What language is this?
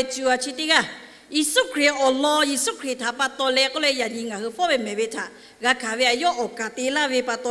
Lahu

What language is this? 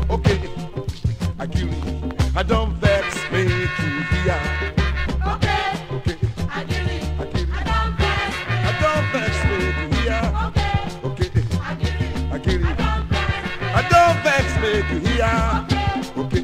Nigerian Pidgin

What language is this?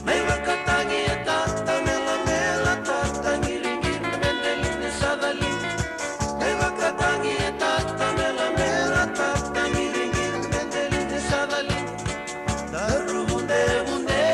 Fijian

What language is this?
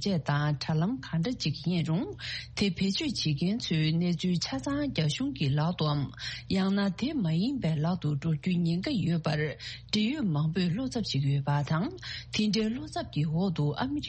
Tibetan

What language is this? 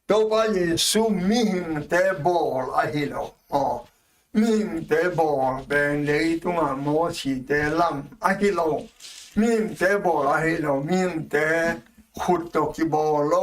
Tedim Chin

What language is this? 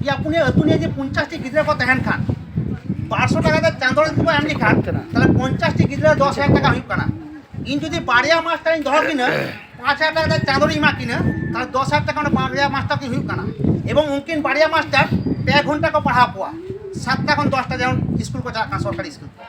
Santali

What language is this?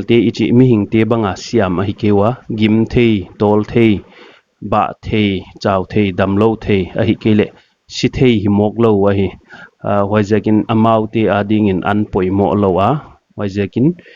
Paite Chin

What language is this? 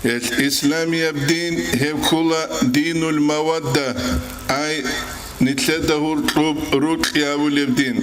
Avaric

